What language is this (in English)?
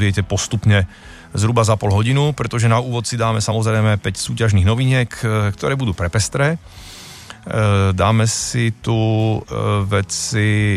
Slovak